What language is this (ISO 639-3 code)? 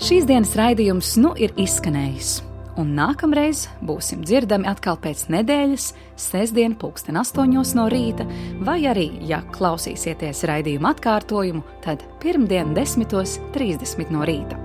lav